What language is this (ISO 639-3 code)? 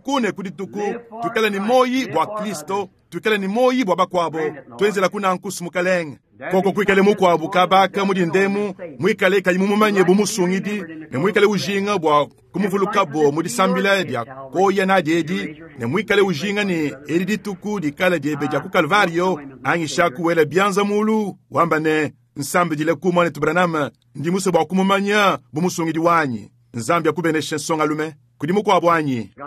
lua